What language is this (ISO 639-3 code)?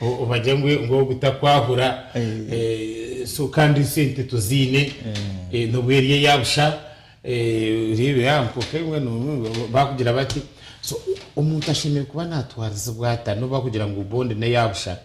nyn